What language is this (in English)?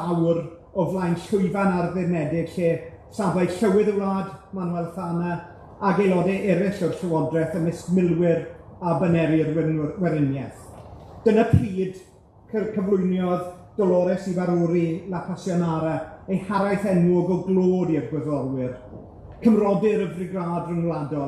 Welsh